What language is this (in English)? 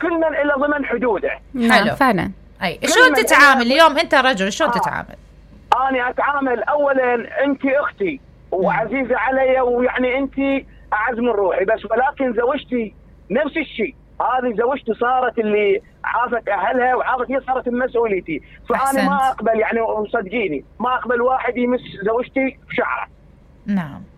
Mesopotamian Arabic